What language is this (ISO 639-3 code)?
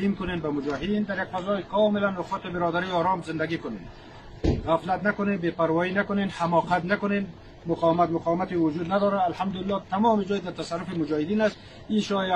fas